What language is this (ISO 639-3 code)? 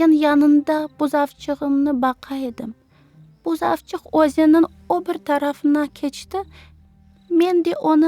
crh